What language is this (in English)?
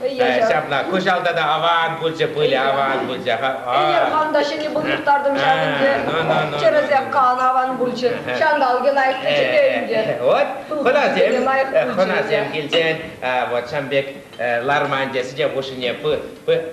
Chuvash